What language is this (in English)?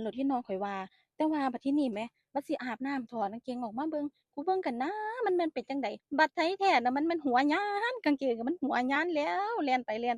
Northeastern Thai